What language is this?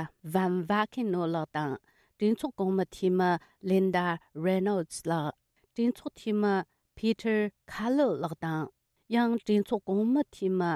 Tibetan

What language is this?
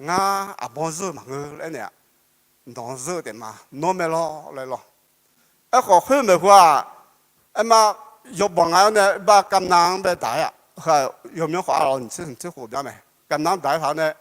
Akha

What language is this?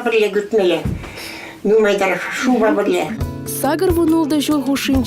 Chuvash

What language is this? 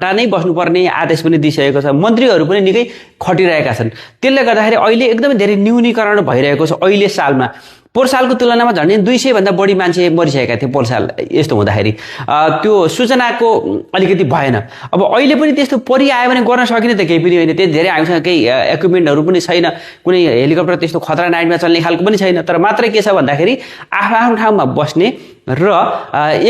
Nepali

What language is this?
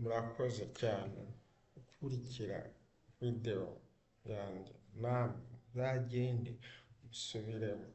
Kinyarwanda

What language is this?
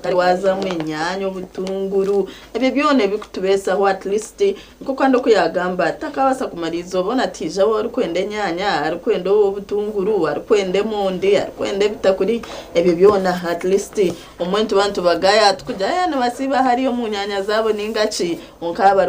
Nyankole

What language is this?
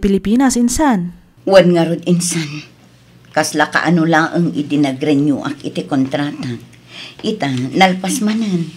Iloko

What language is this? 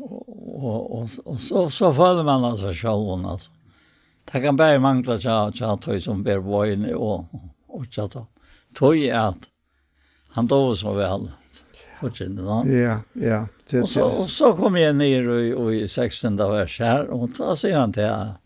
Faroese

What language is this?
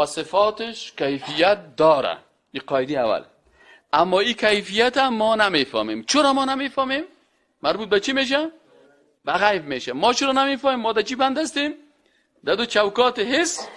Persian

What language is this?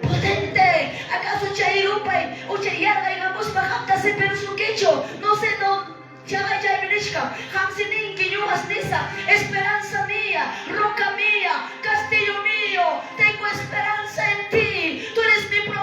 Quechua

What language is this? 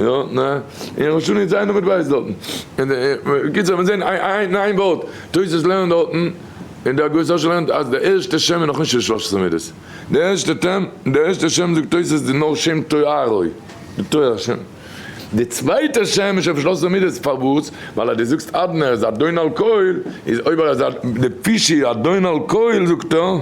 Yiddish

